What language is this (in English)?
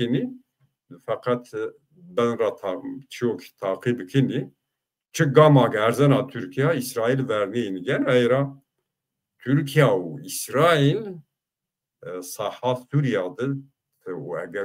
Zaza